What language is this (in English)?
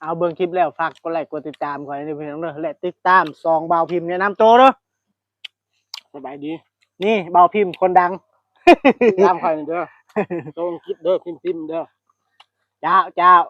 Lao